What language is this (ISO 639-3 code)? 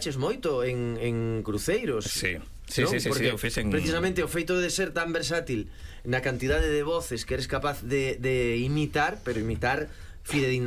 glg